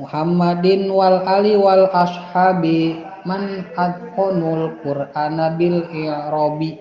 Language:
Sundanese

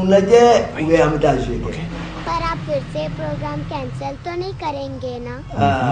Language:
Bambara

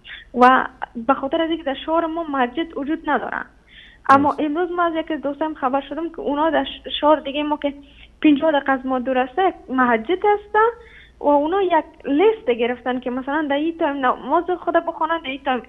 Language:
Tajik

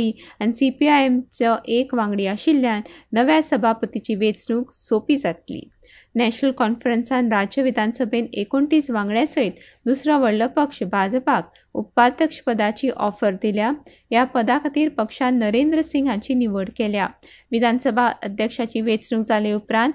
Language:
Konkani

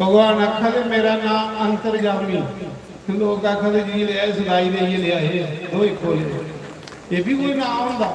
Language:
Dogri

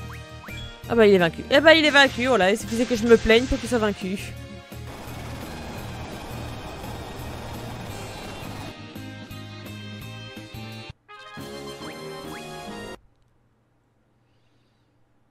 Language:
French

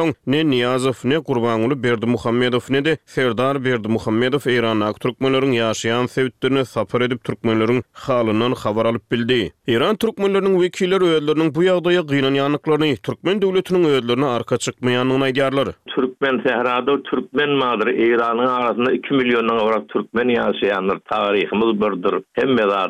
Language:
Turkmen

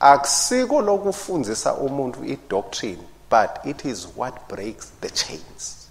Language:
Swati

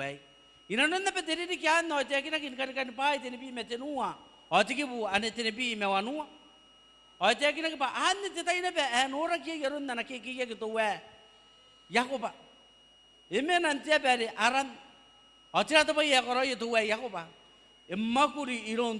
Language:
Gilbertese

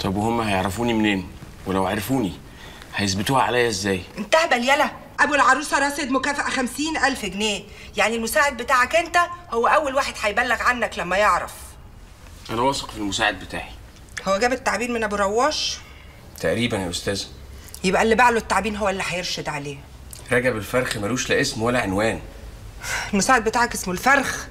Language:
Egyptian Arabic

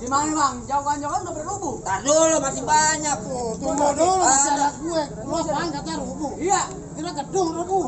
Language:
Betawi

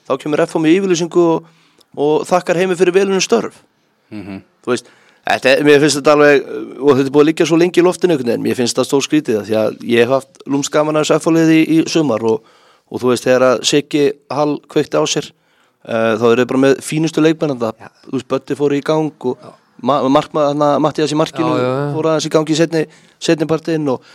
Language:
Icelandic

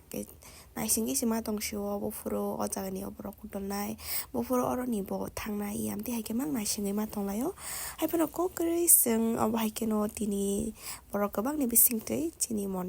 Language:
Kok Borok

